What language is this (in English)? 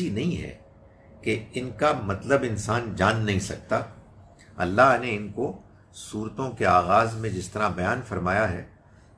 Urdu